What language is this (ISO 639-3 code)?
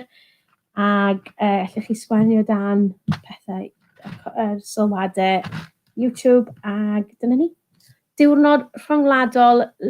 cym